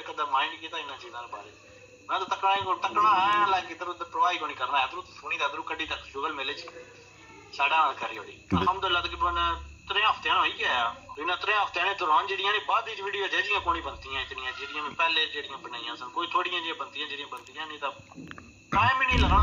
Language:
Pahari-Potwari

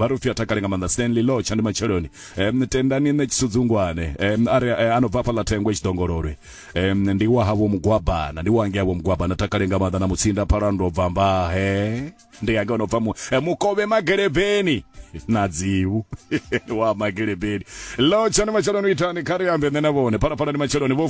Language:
Venda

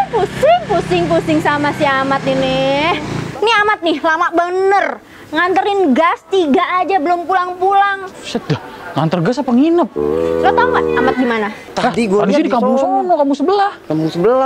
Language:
Betawi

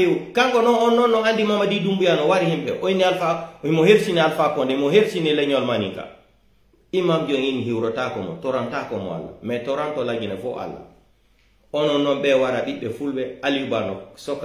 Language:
Pular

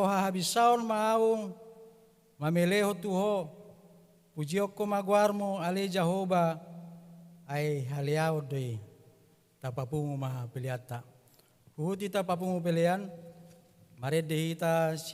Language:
Batak Toba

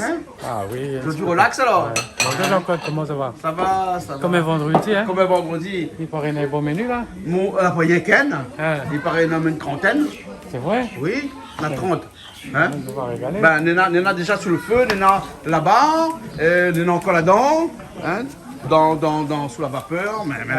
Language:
Réunion Creole French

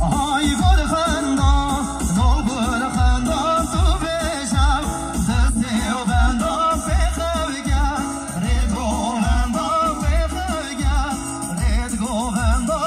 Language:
Kurdish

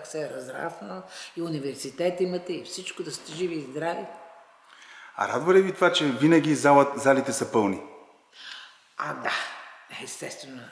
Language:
Bulgarian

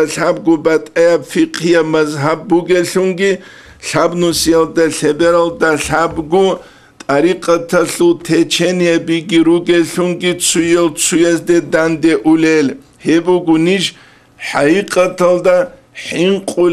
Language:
Avaric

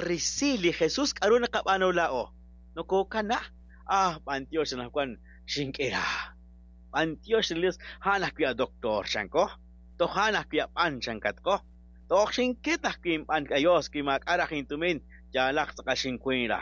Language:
Kekchí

